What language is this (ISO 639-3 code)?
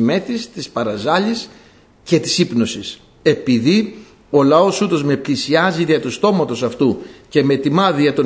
ell